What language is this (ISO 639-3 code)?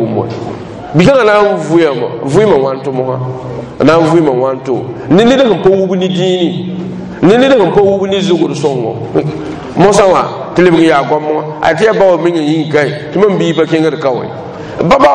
mos